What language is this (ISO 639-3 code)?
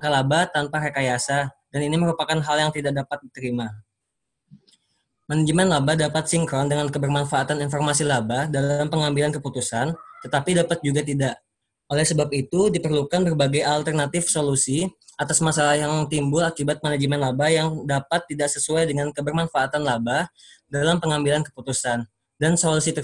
ind